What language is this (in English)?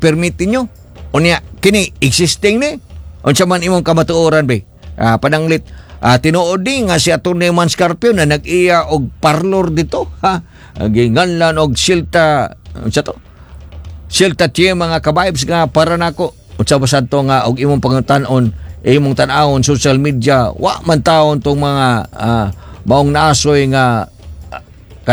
Cebuano